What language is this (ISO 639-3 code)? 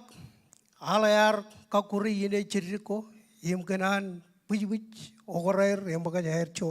mah